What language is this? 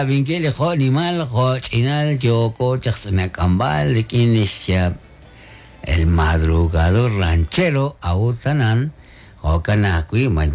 Kekchí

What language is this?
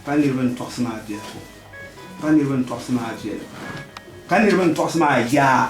Dagbani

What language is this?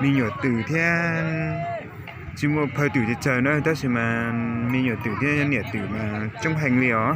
Hmong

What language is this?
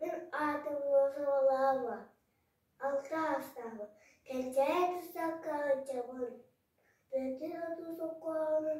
Yakut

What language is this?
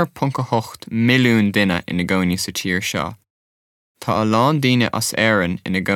Irish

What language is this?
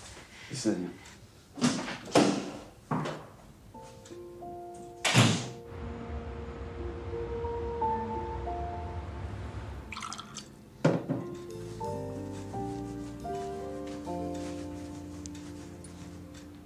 Russian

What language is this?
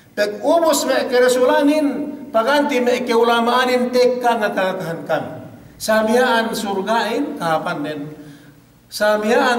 Yakan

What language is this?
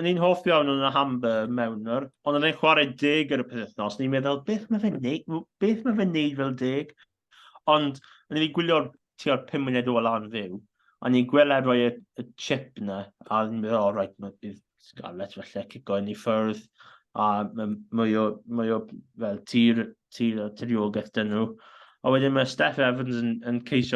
Welsh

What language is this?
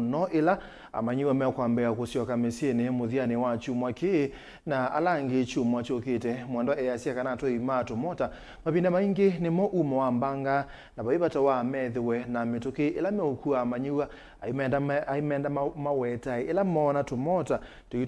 Kamba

